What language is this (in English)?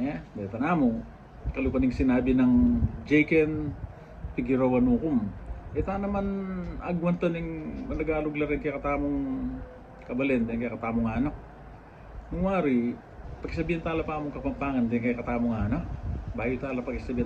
Pampanga